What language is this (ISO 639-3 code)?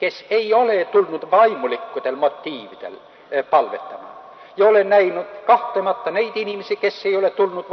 est